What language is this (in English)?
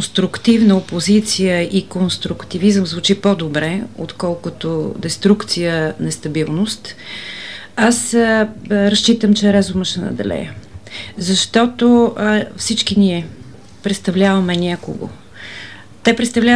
Bulgarian